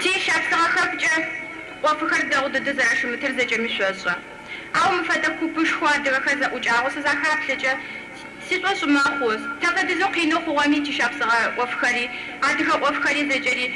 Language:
Kabardian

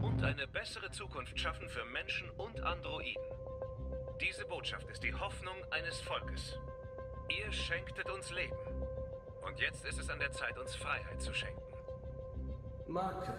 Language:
German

